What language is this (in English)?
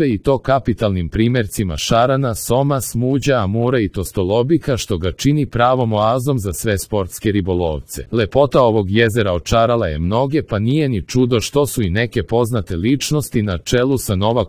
Serbian